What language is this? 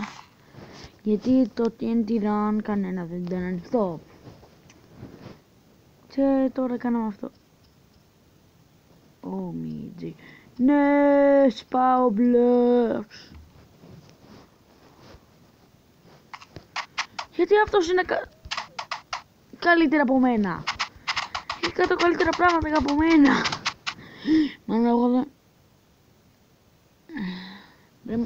Greek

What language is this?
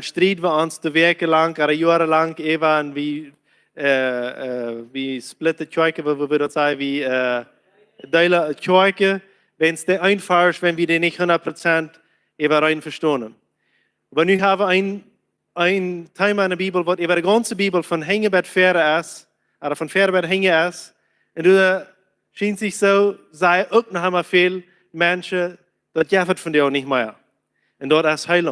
Plautdietsch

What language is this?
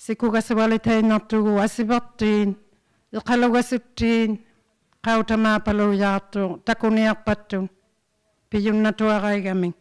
Inuktitut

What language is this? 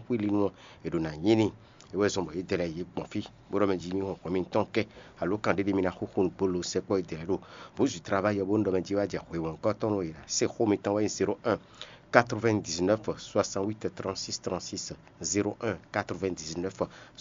Fon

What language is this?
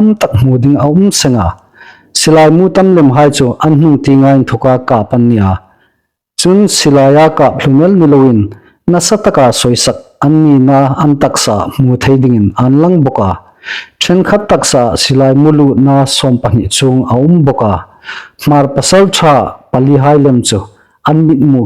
Hmar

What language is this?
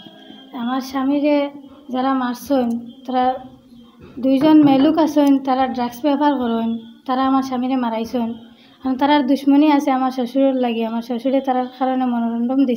Sylheti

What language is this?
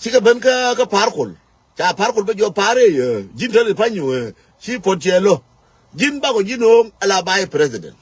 Nuer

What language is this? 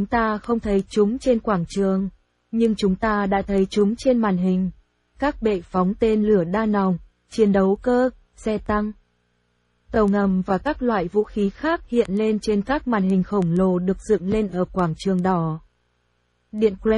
Vietnamese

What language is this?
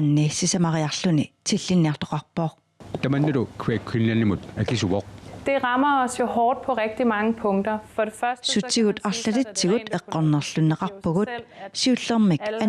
Kalaallisut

